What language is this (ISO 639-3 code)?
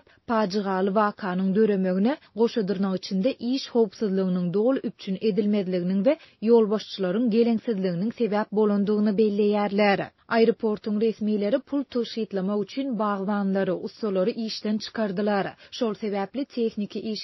tuk